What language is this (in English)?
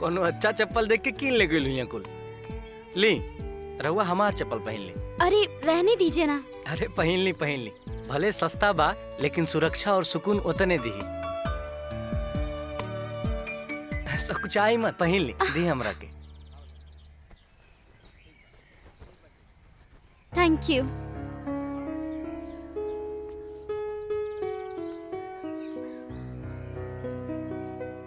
Bhojpuri